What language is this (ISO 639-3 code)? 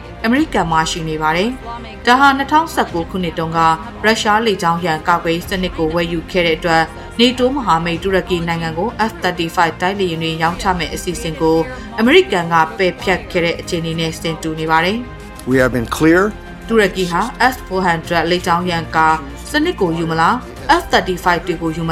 mya